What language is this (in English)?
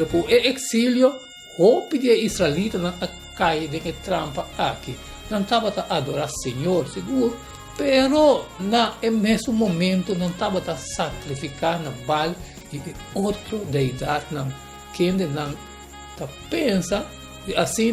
Papiamento